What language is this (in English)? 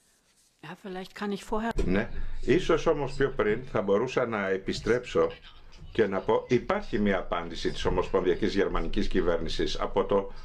Greek